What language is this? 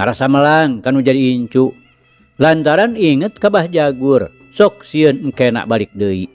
Sundanese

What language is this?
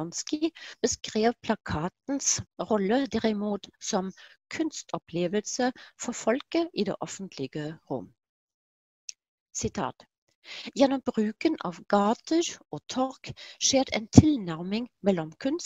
Norwegian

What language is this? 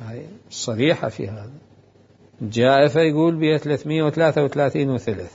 Mesopotamian Arabic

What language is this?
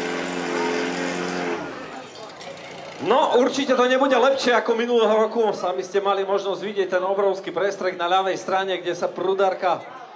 Slovak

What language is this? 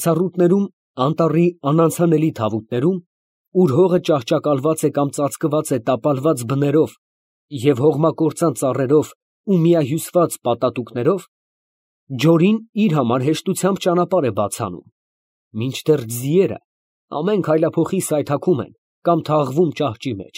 Armenian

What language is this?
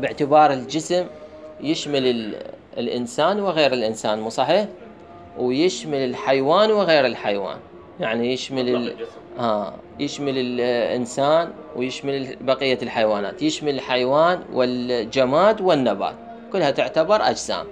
Mesopotamian Arabic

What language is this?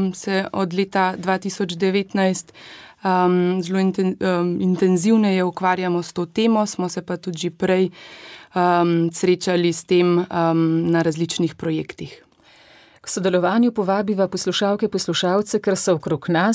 Slovenian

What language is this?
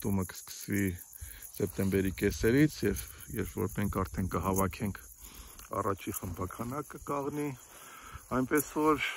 Armenian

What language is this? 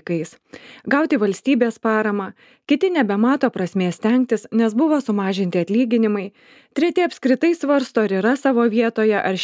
Lithuanian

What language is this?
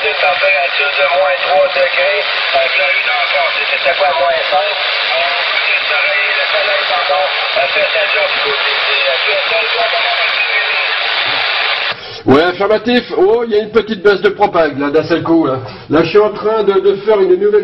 French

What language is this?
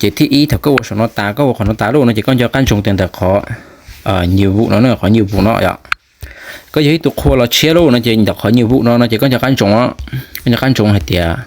Hmong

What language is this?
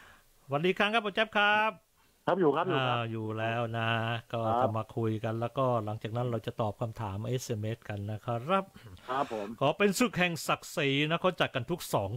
Thai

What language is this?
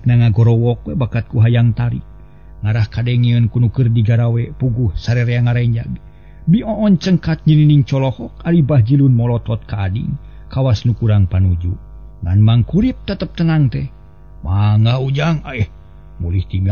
Sundanese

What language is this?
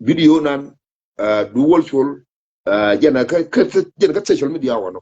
Nuer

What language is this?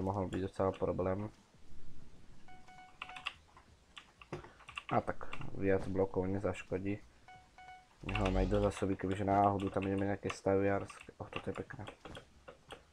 Slovak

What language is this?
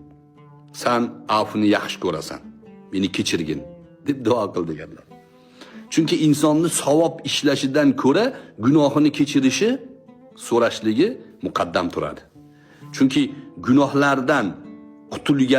Uzbek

